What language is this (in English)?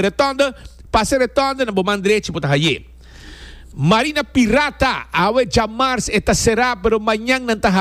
Papiamento